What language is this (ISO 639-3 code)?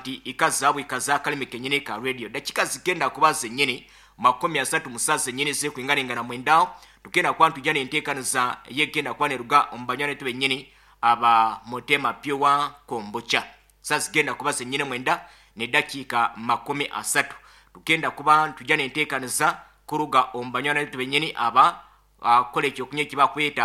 nyn